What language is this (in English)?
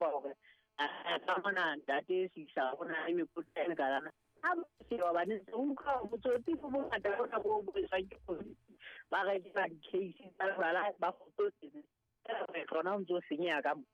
Southern Sotho